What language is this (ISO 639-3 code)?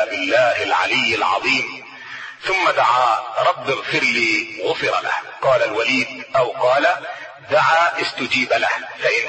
ara